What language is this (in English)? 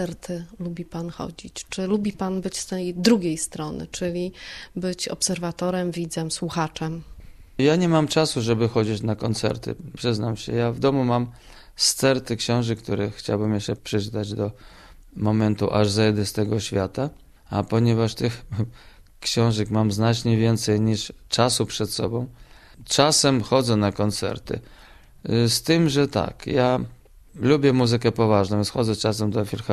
Polish